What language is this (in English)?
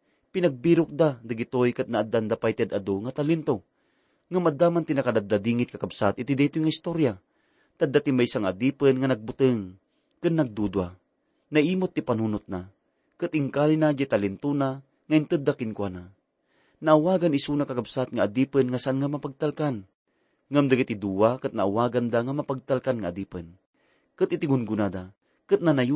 Iloko